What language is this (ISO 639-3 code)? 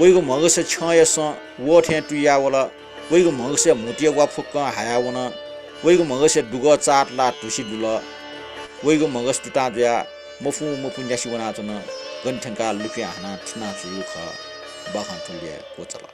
new